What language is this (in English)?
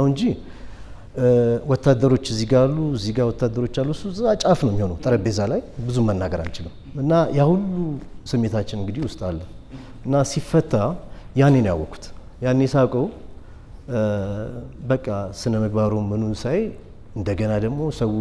Amharic